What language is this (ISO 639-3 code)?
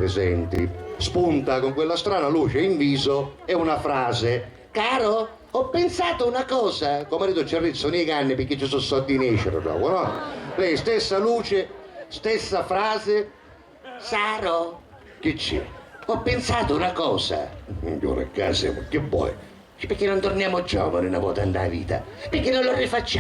scn